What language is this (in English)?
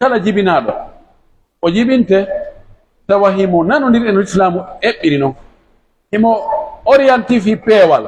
Pular